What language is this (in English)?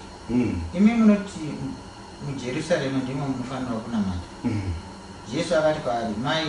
Shona